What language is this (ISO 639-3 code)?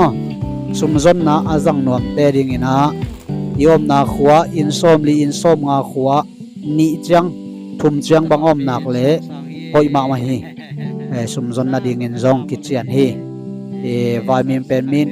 ctd